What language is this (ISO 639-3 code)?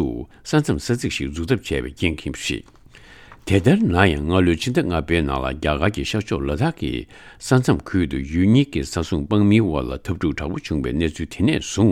bod